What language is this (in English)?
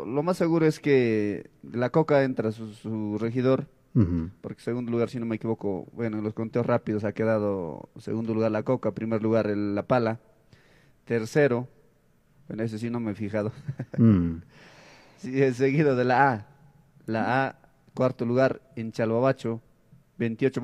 Spanish